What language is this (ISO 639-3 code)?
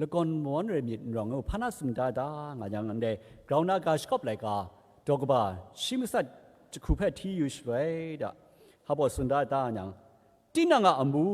kac